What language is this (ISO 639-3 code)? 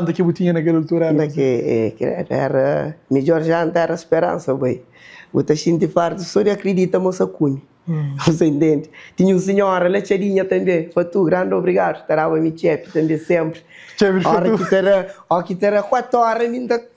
kea